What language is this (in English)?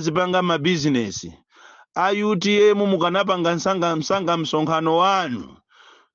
Nyanja